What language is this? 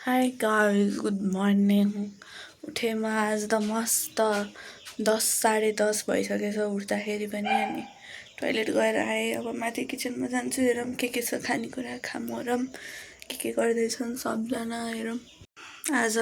Nepali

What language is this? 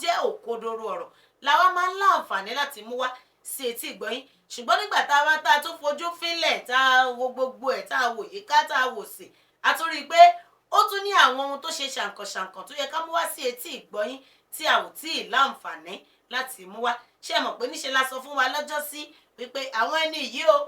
Yoruba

